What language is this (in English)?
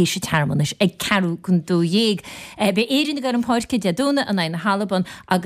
Irish